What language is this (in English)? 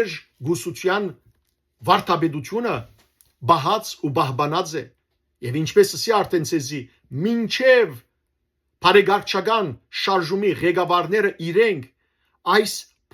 Western Armenian